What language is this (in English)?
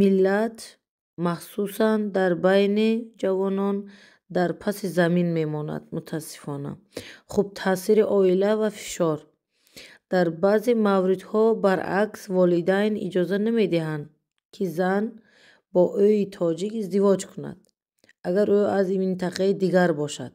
Tajik